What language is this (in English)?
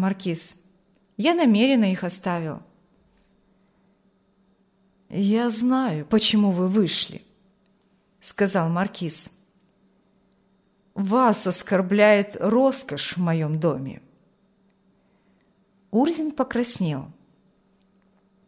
Russian